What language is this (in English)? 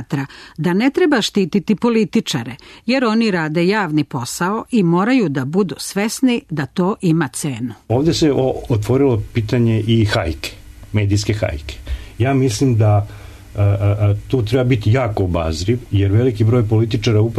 Serbian